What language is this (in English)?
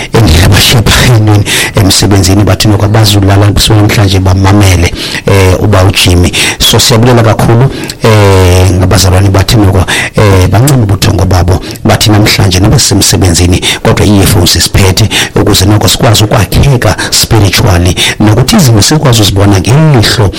Xhosa